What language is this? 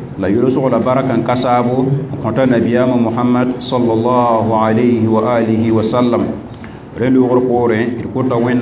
Mossi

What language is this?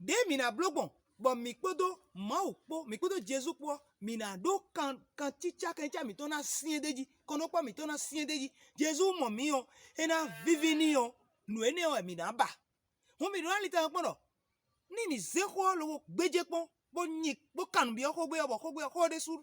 Fon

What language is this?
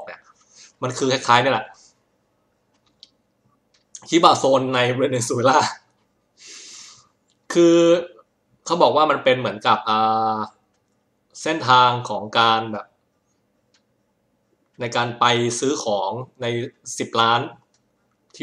Thai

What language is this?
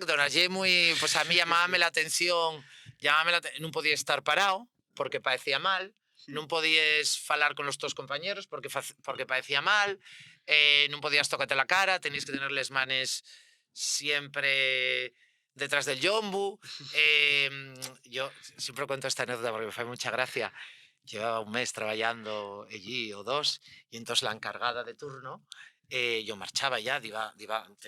Asturian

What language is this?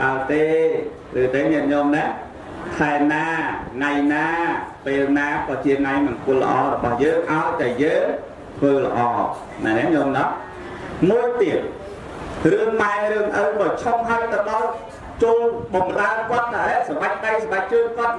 Khmer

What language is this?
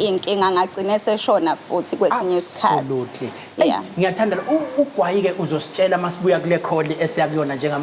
Zulu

